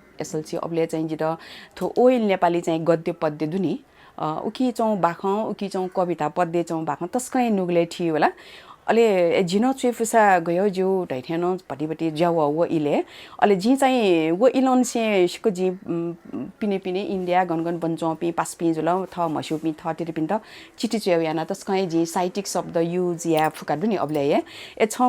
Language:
Newari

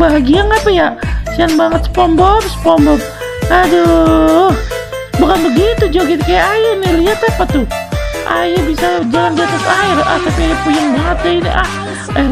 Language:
Betawi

